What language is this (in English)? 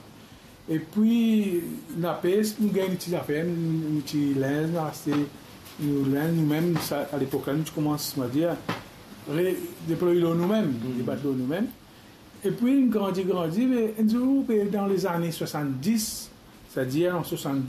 Morisyen